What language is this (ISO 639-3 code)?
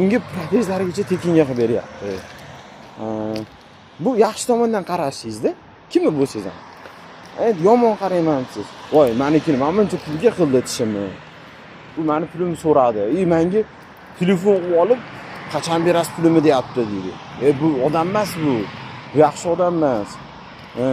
uzb